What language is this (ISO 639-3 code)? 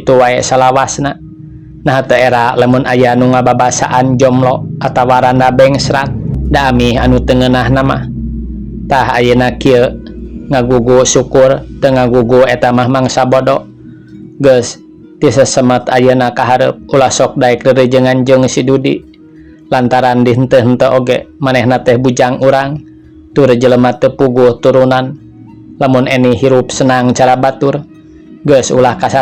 sun